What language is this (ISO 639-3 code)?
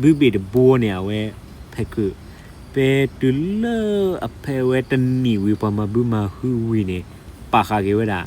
ksw